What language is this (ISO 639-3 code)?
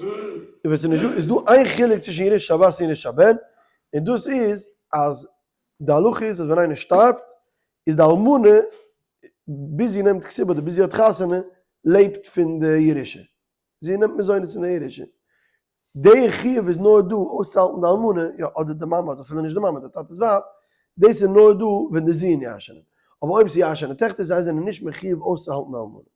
yid